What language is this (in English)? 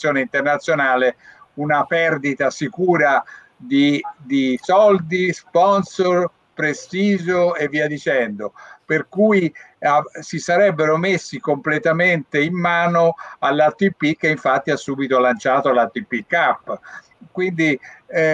Italian